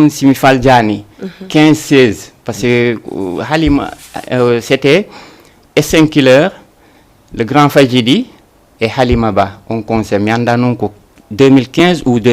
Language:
Fula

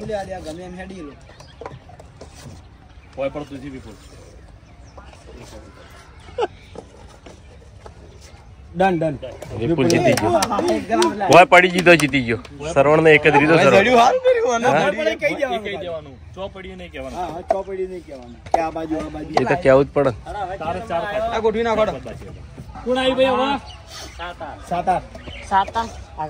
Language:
Gujarati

